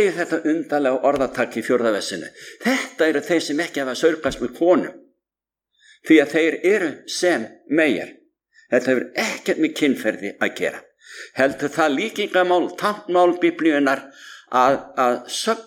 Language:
Icelandic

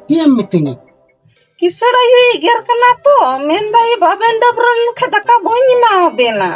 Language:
Santali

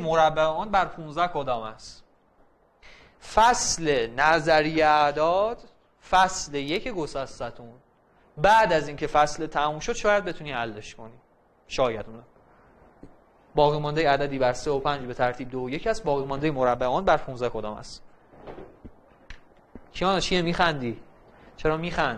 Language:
Persian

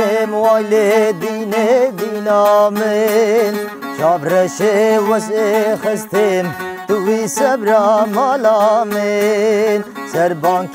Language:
Kurdish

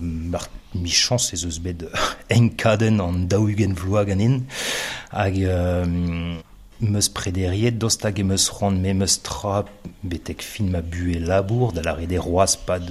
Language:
Breton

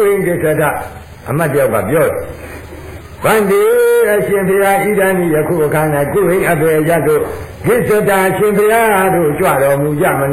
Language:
Burmese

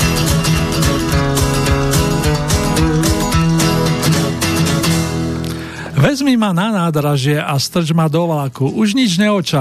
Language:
Slovak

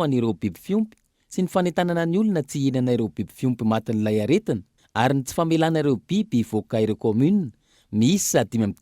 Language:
Malagasy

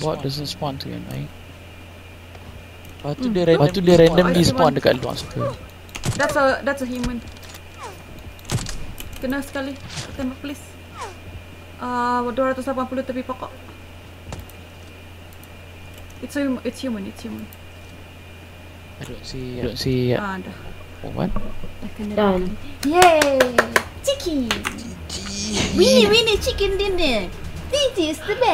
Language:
Malay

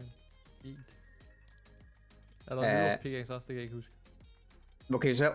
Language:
Danish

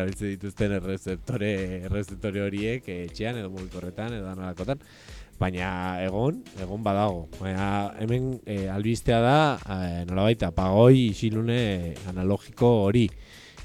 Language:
Basque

